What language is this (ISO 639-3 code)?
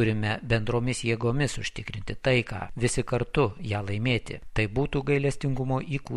lit